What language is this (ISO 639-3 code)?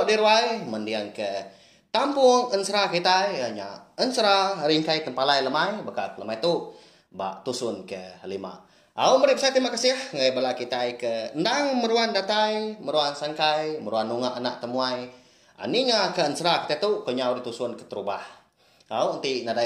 iba